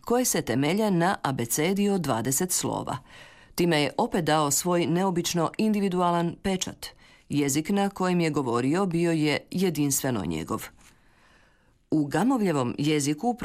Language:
Croatian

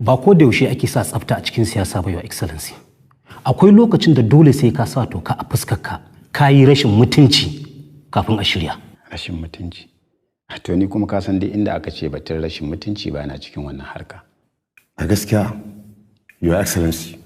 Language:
Hausa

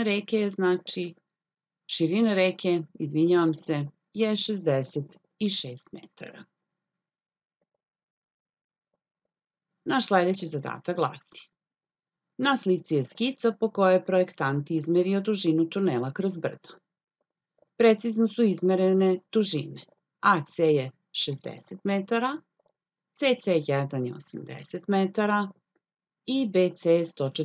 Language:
Serbian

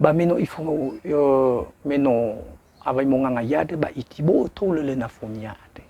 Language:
Nias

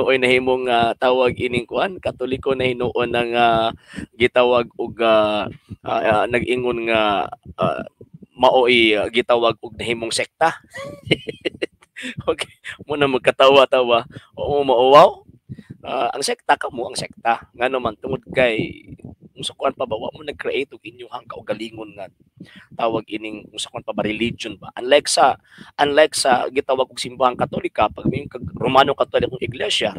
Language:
Cebuano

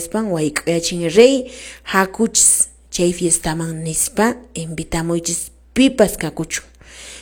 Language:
Quechua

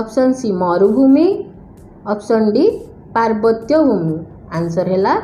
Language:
Odia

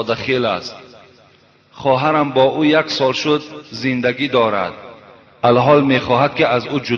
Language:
Tajik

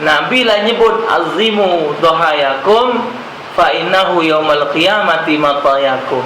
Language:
Musi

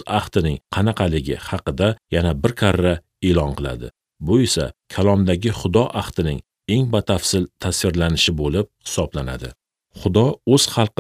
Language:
Uzbek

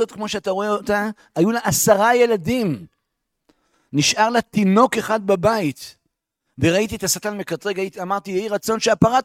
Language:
Hebrew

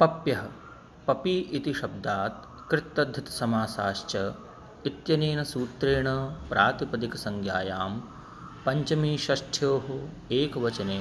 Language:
Sanskrit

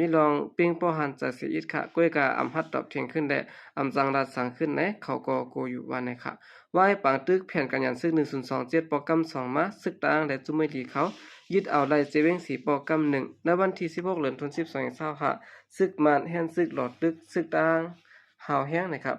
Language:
Shan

